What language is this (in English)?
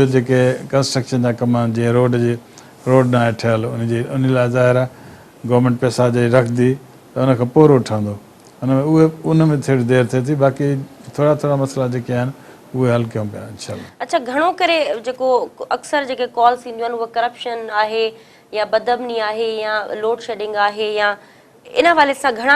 Sindhi